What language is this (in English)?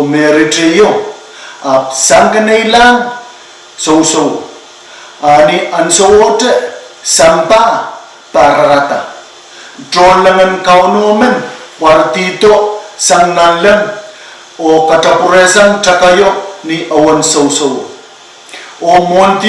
Pohnpeian